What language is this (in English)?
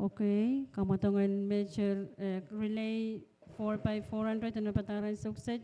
Pohnpeian